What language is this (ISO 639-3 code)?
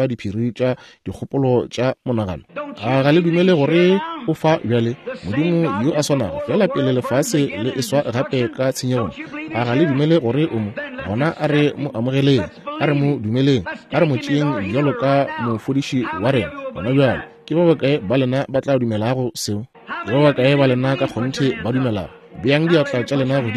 nso